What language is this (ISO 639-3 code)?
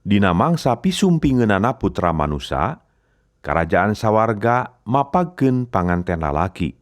sun